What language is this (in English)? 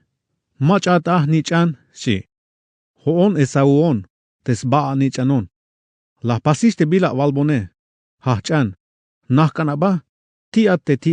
Tzeltal